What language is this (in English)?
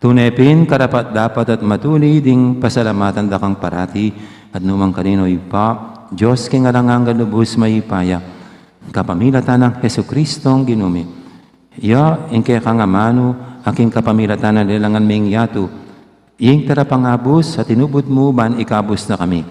Pampanga